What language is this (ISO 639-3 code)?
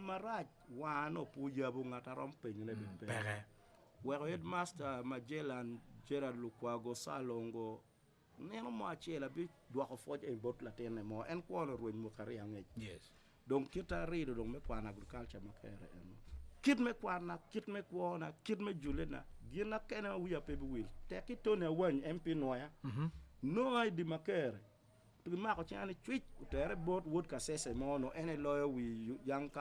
ach